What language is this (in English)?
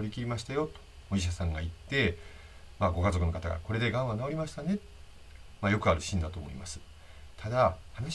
Japanese